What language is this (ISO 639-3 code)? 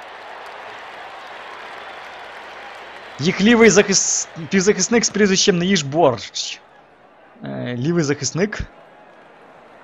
ukr